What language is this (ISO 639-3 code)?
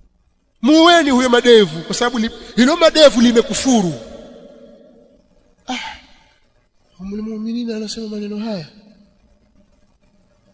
swa